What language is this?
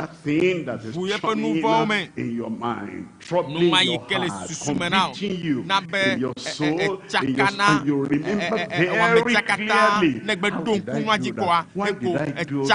Ewe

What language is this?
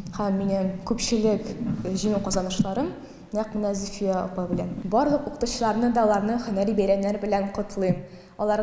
Tatar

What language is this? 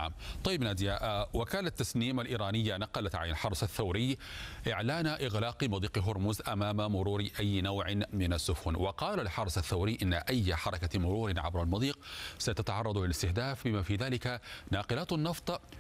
Arabic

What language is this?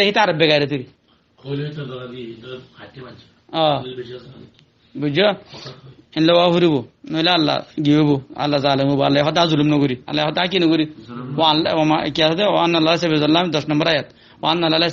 Rohingya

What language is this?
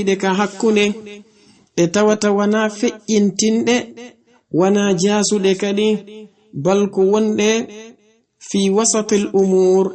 Fula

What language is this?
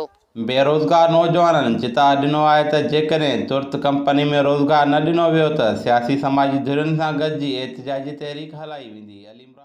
Sindhi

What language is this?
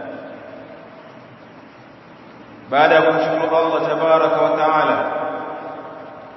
Swahili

